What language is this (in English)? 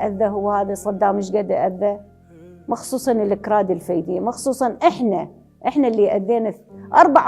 Mesopotamian Arabic